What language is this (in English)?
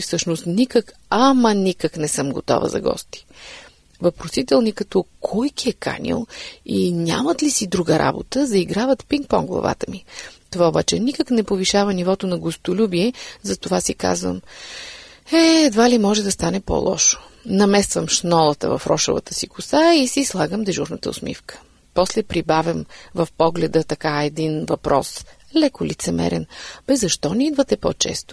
Bulgarian